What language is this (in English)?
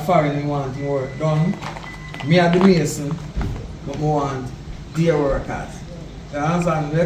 Jamaican Creole English